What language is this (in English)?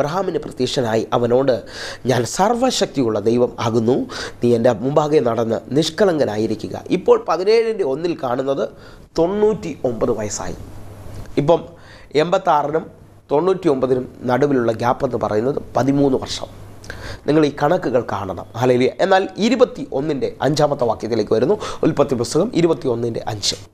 Malayalam